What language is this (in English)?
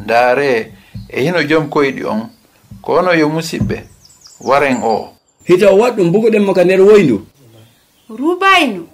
Fula